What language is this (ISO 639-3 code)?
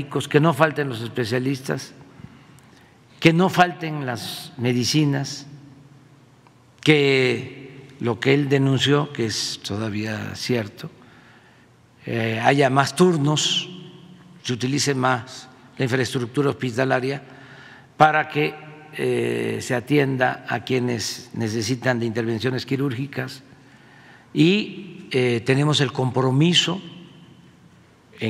spa